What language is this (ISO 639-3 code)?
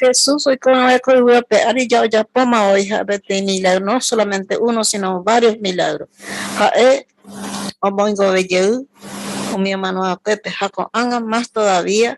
grn